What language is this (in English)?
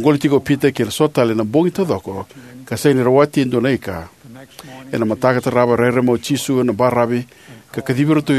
Fijian